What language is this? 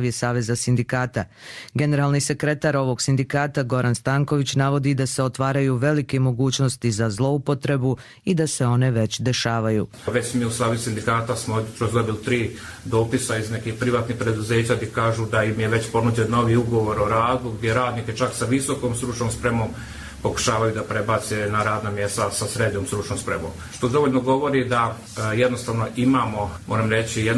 Croatian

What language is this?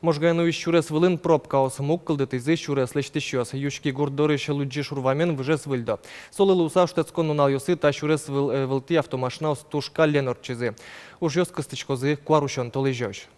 Udmurt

